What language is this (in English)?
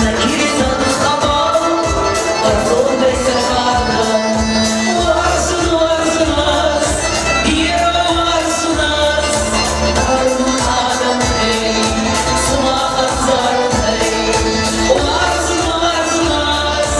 Ossetic